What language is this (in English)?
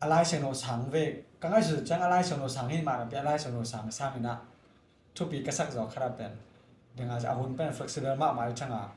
Tedim Chin